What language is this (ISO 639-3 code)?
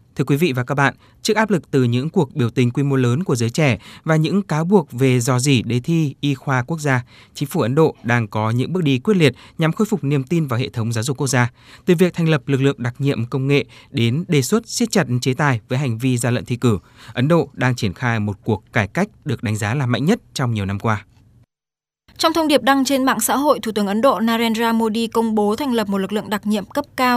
vie